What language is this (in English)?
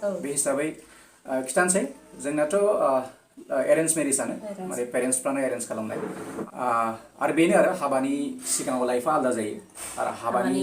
Bodo